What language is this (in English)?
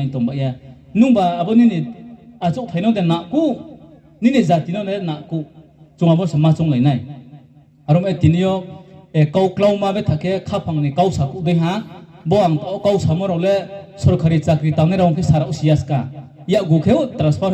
Riang (India)